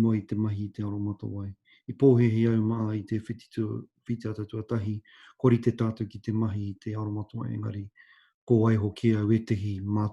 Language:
Māori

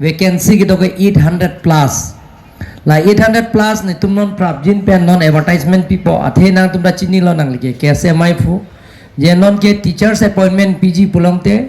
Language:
Karbi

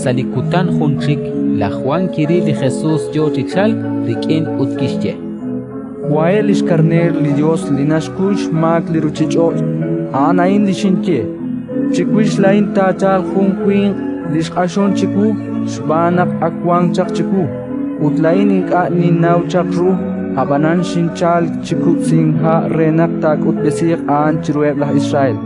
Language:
Kekchí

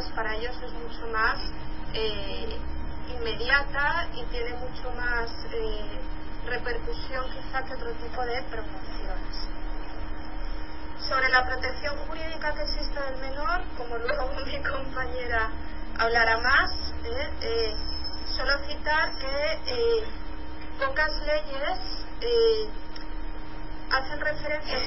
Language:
Spanish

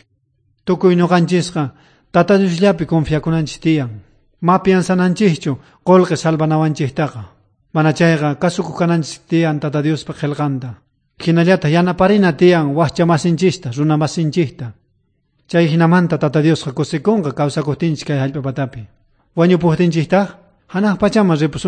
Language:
South Bolivian Quechua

